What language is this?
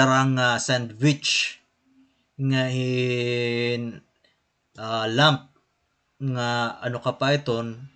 Waray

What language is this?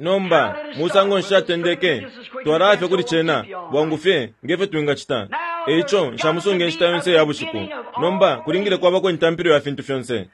Bemba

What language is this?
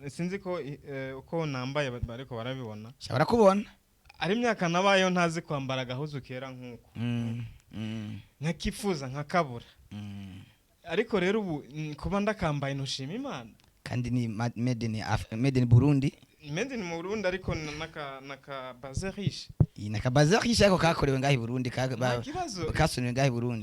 Rundi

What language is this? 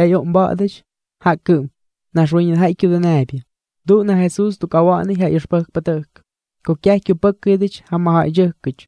Albanian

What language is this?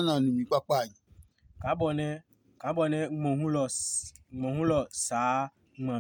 Adangme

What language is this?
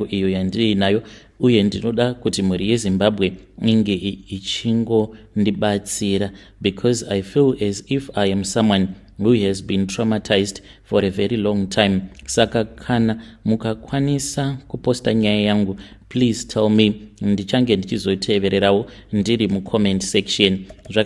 Shona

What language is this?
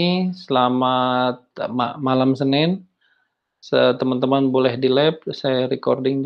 Indonesian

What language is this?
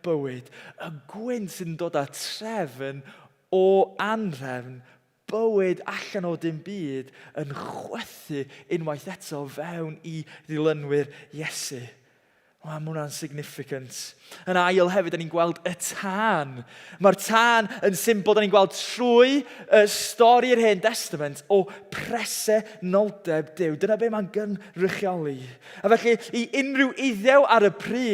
Welsh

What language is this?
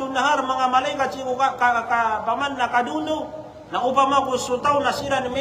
Maranao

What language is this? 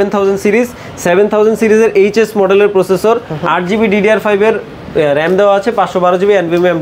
Bangla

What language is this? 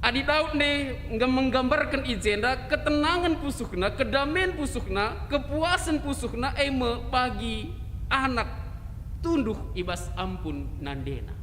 Batak Karo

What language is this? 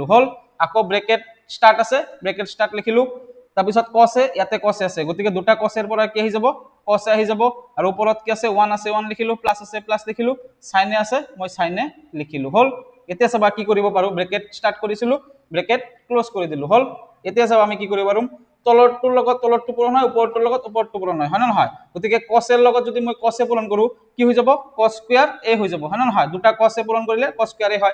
Assamese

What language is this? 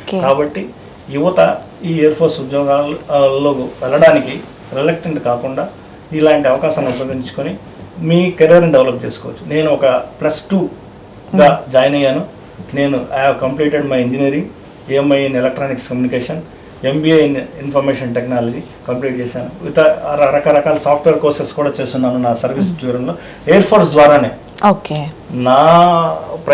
Telugu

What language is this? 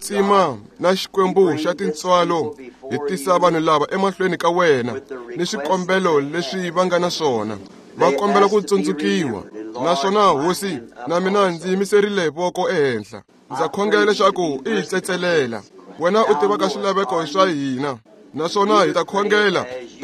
Tsonga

